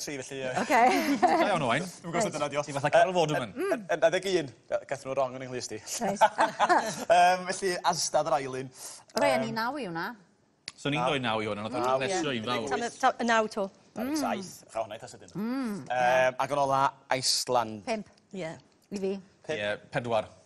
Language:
Welsh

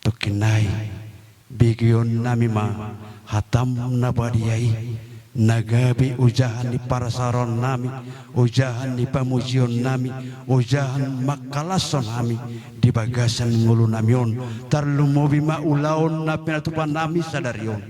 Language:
Batak Toba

